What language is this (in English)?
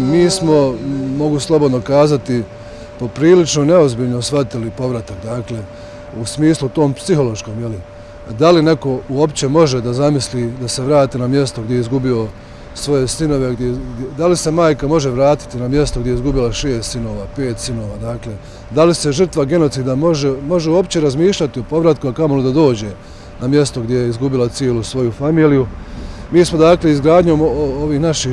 Bosnian